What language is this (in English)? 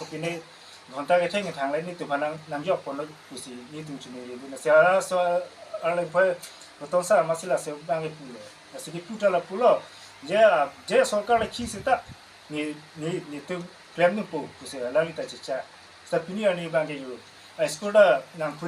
Karbi